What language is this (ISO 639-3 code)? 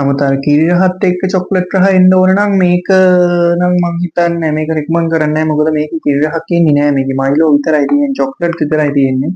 sin